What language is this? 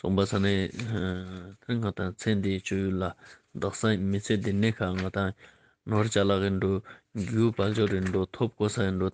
Ladakhi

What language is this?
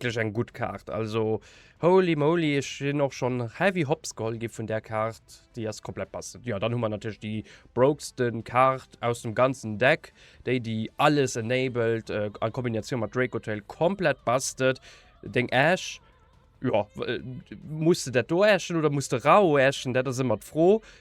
Luxembourgish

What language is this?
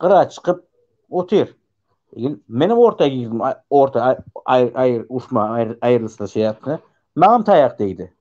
Turkmen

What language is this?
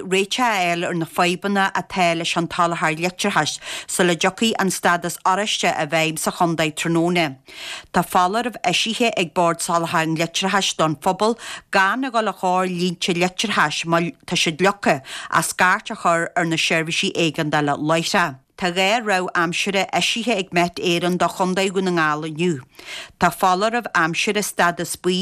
Irish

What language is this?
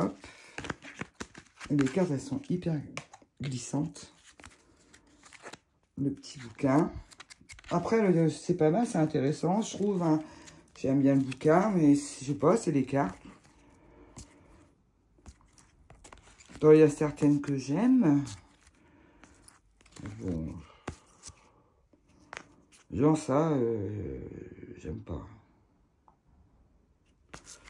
French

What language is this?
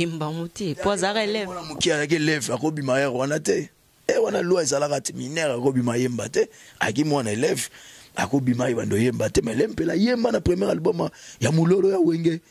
Lingala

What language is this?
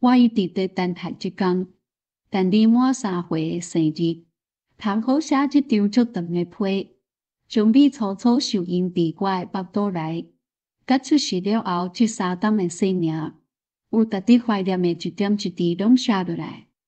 Min Nan Chinese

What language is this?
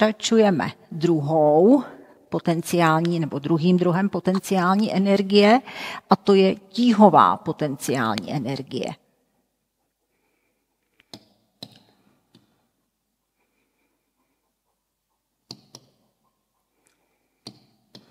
Czech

